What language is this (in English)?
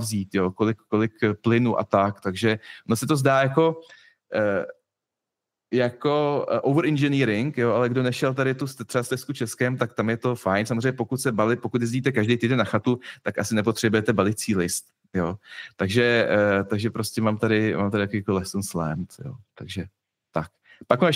Czech